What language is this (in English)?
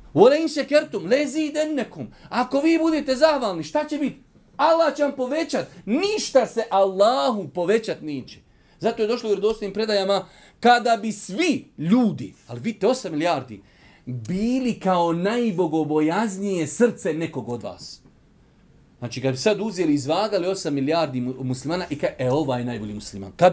Bosnian